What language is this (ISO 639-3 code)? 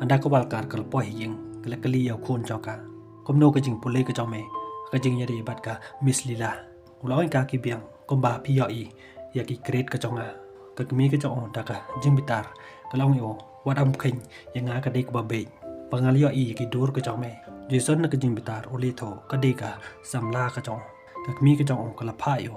kha